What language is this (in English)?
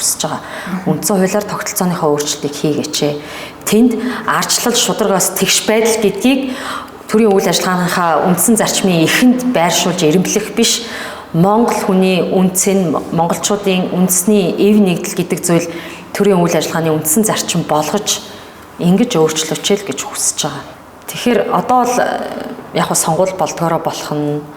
Mongolian